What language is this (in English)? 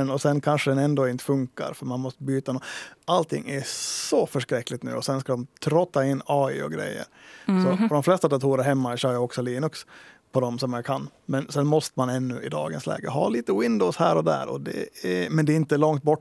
Swedish